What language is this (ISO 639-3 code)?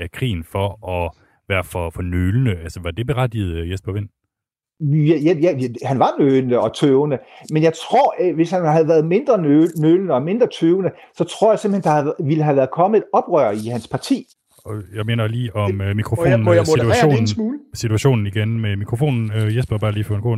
dan